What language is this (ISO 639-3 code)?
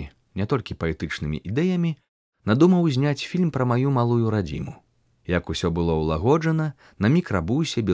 bel